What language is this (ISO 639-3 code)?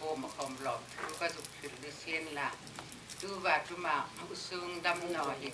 hmr